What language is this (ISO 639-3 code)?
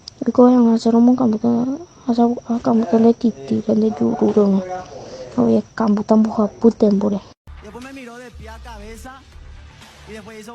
grn